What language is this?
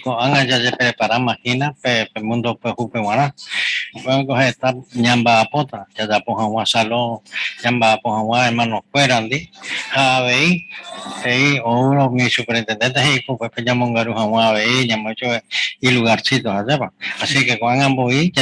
Guarani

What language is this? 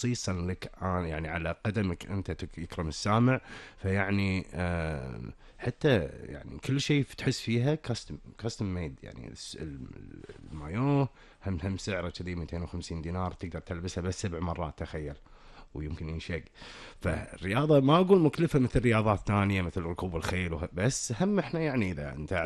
Gulf Arabic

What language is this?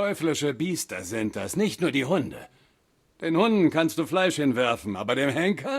Bavarian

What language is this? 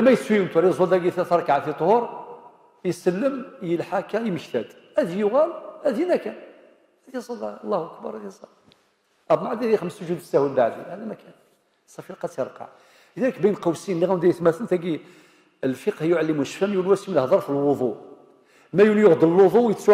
Kabyle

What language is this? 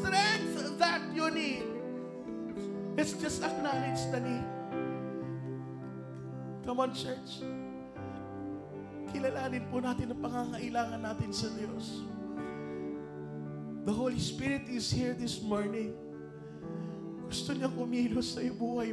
Filipino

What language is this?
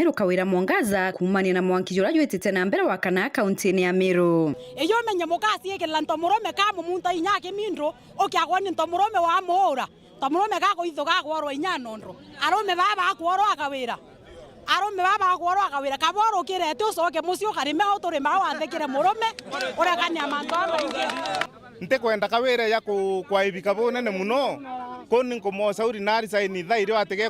Meru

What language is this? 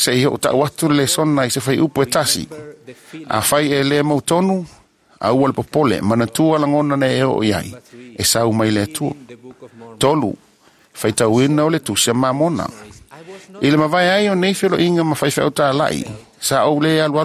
Samoan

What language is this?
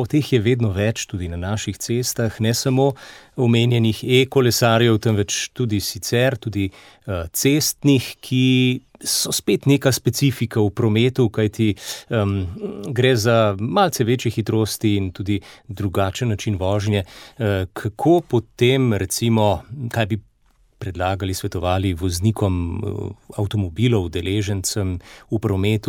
Slovenian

